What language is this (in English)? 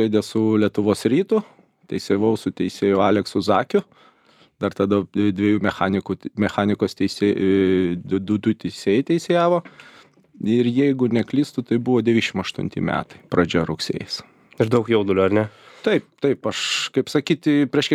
Lithuanian